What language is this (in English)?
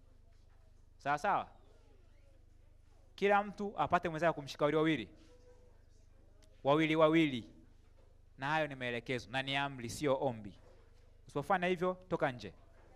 Swahili